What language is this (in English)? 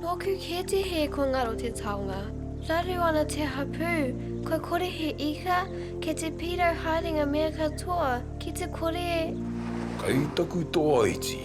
Māori